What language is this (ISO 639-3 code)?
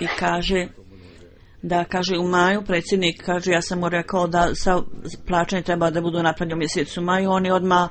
bos